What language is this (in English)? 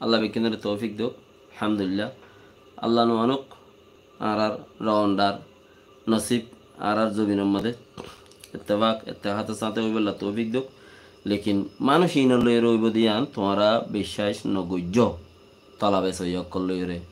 Rohingya